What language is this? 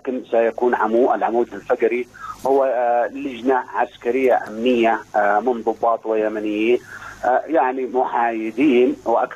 Arabic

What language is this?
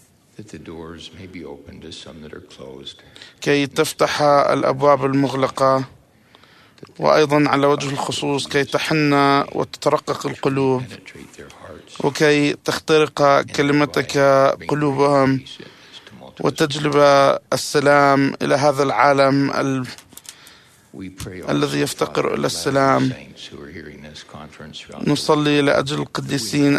Arabic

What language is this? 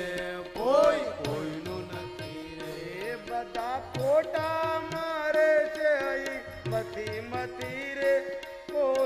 Gujarati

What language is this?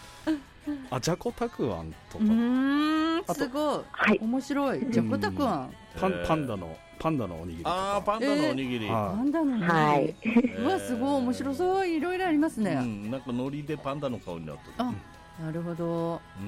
Japanese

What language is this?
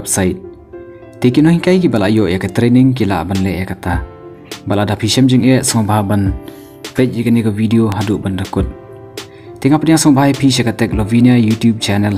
Khasi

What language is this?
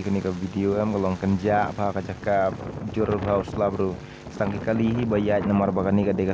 Khasi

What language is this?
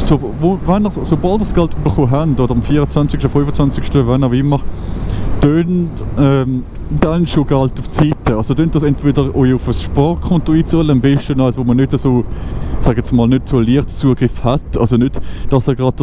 Swiss German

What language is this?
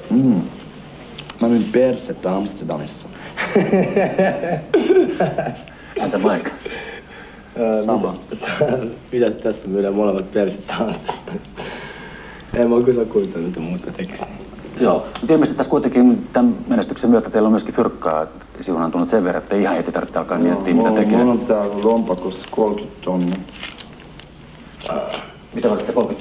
Finnish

